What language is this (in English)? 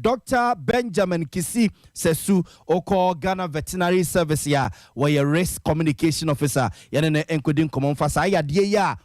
Akan